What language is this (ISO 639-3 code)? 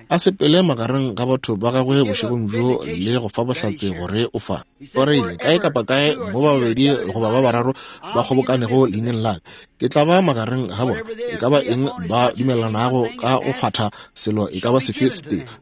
nso